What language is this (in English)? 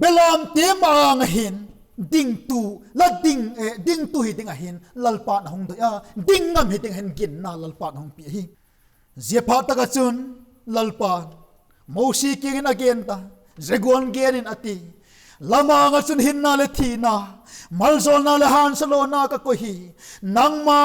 Vaiphei